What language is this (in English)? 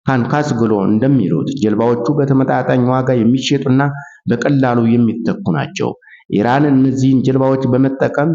Amharic